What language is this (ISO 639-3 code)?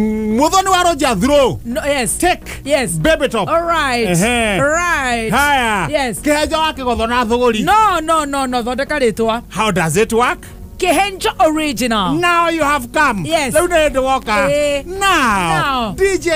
kik